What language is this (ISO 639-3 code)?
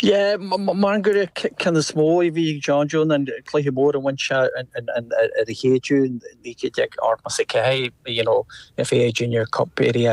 gle